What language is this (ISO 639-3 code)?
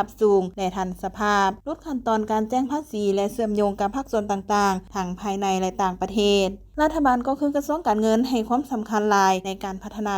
lao